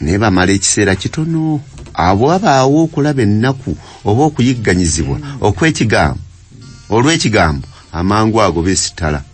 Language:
Ganda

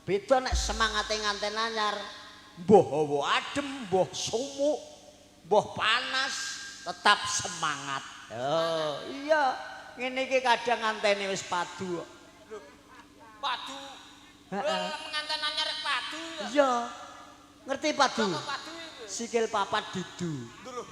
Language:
Javanese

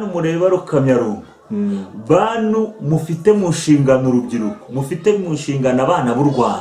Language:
Kinyarwanda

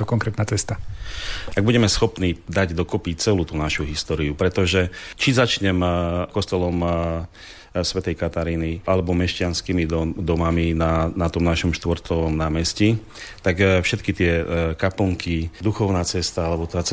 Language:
Slovak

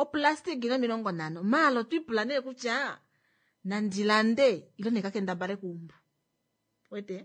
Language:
Kuanyama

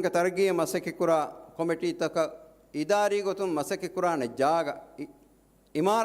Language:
Divehi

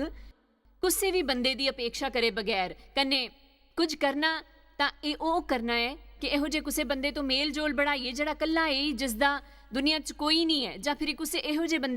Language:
Dogri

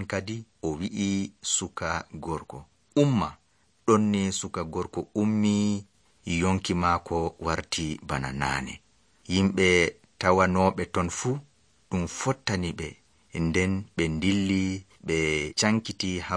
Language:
Nigerian Fulfulde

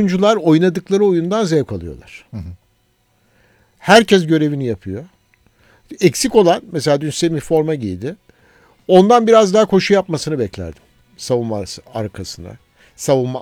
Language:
Turkish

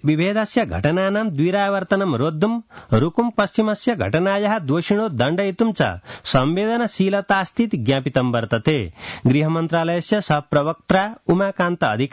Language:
Sanskrit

